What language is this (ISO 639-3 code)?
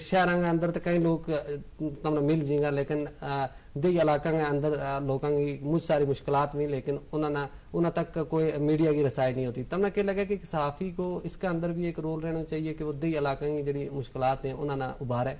gju